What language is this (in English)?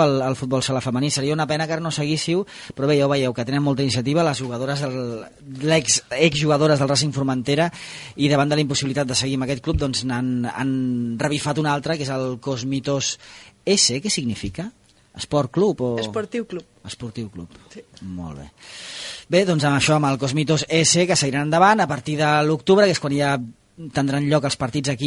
Catalan